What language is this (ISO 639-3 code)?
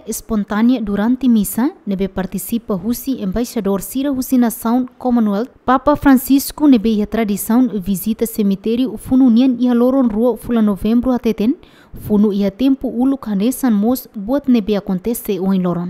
tet